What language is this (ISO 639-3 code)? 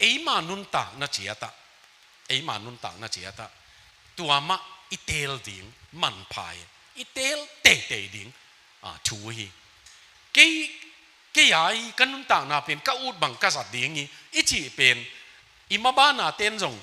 ctd